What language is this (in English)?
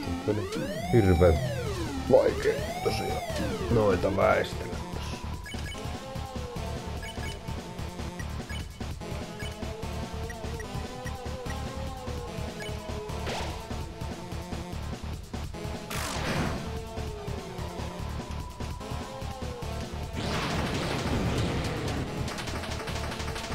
Finnish